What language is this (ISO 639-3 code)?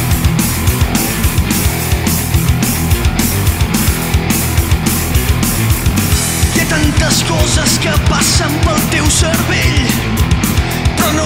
cat